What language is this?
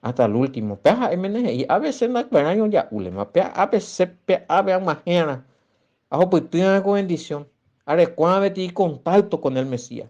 Guarani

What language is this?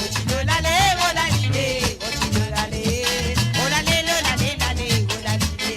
Morisyen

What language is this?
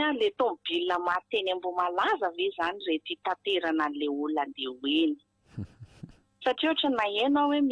Malagasy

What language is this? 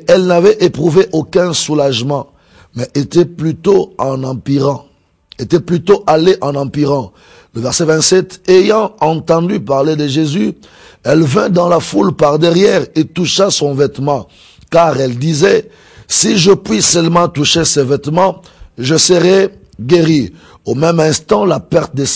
French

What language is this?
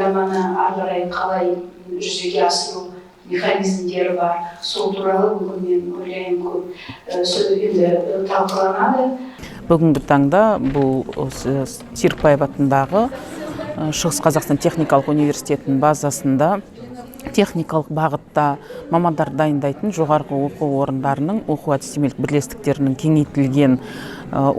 Kazakh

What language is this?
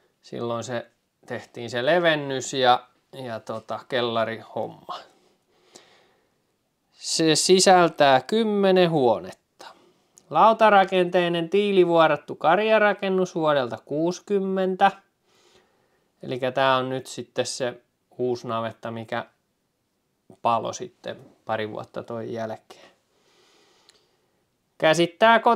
Finnish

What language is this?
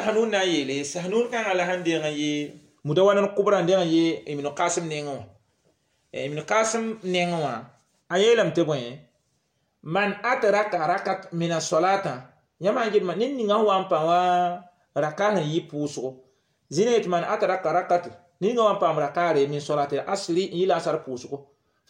Mossi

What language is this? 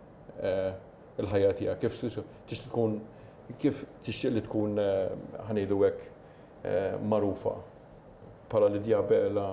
Maltese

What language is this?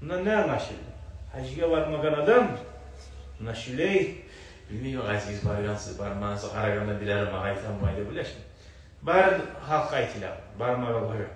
Kumyk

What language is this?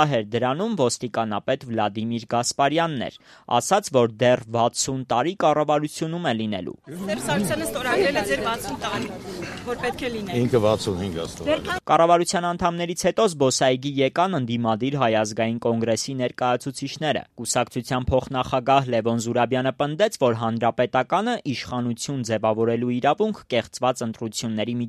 Armenian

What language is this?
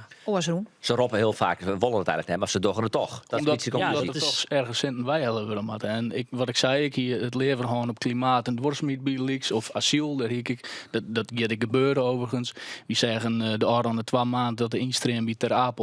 Western Frisian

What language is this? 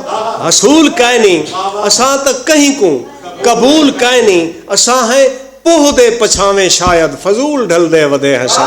Saraiki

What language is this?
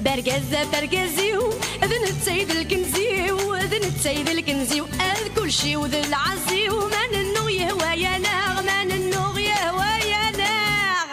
Kabyle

